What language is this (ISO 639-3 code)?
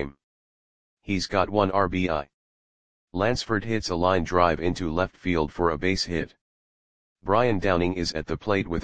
eng